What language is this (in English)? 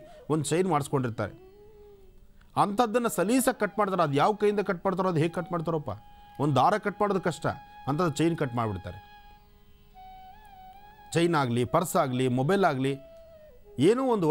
Kannada